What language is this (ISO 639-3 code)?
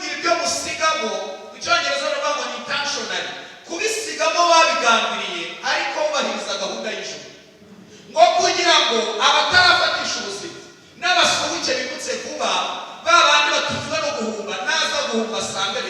kin